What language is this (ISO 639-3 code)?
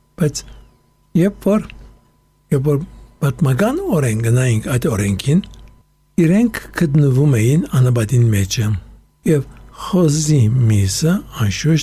hye